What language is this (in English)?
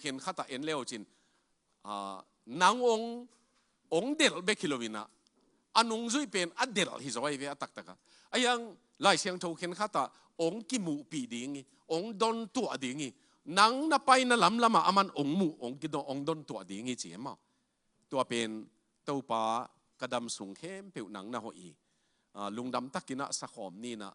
Tedim Chin